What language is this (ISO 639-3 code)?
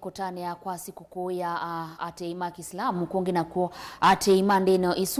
kam